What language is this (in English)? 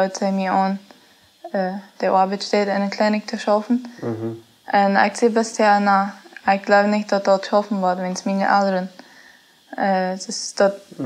Plautdietsch